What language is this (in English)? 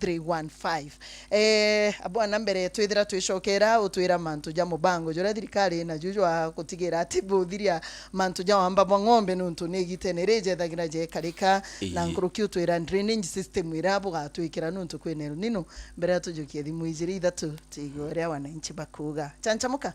Meru